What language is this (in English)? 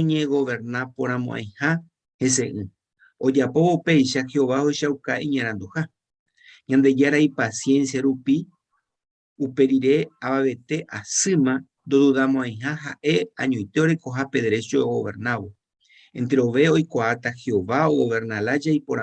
Guarani